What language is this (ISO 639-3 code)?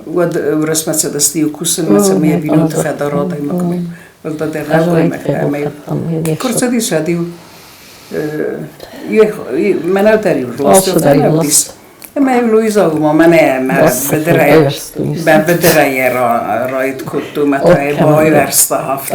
oss